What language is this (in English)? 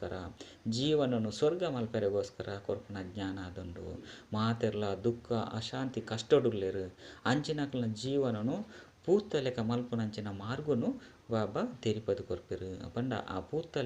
Tulu